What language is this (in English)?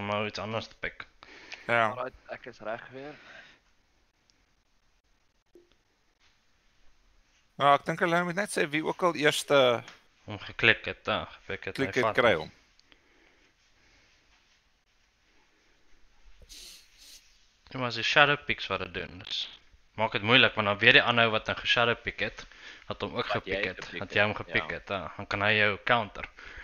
Afrikaans